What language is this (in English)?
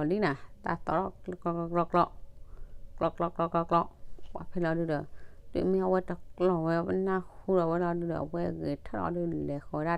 S'gaw Karen